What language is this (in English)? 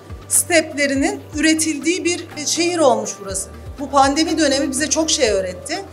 Turkish